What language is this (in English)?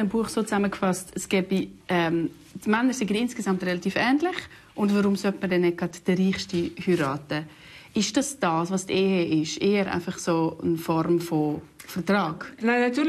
Swiss German